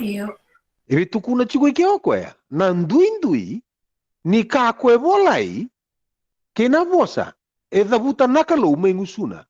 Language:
Fijian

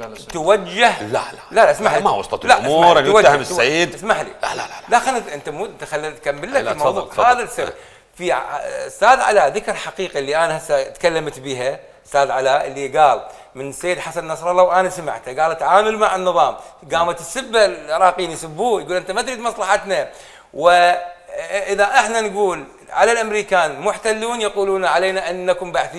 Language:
Mesopotamian Arabic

